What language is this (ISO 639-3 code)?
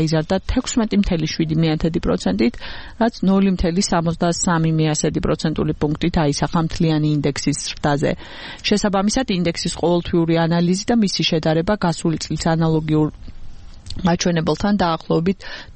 kat